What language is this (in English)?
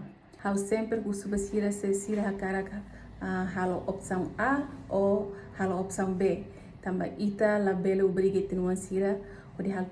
Tetum